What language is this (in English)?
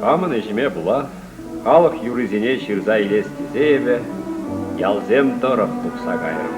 Chuvash